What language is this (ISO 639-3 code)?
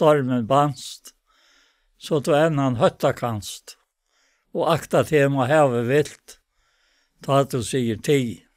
fao